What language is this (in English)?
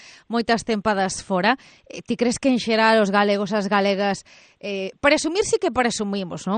Galician